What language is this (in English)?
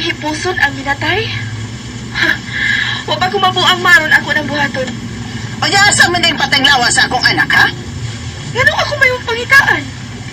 Cebuano